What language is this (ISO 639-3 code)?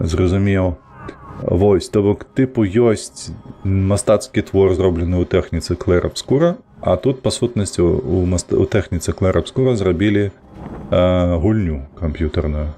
bel